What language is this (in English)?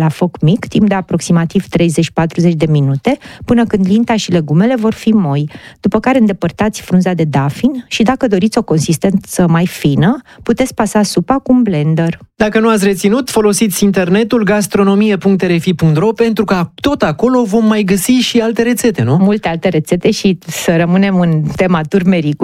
Romanian